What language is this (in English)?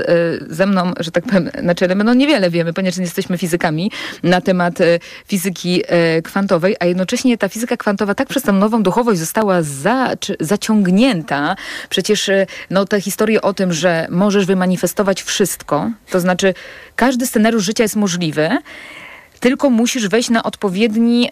Polish